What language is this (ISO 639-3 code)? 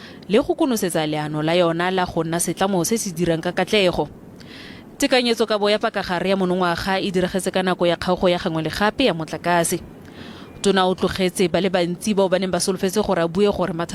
tsn